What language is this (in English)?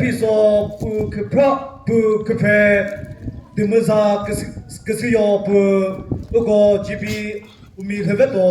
Chokri Naga